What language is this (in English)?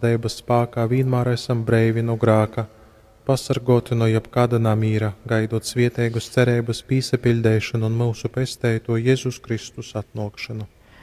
Latgalian